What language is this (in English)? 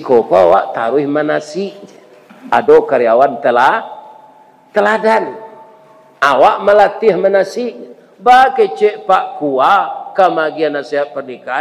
Minangkabau